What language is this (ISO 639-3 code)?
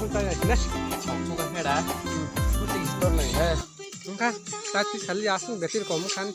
trp